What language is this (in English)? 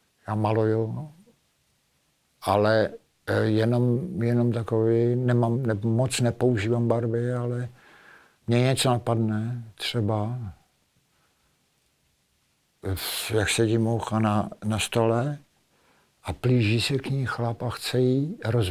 Czech